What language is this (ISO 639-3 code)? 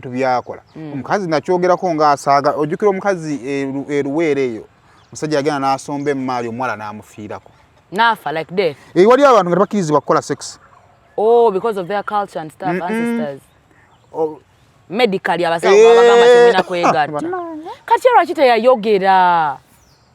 lug